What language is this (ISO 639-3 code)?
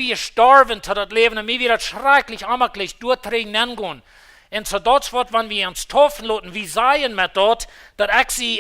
pdt